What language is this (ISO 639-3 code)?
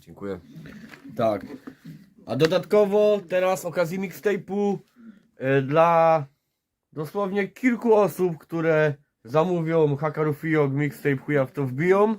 szl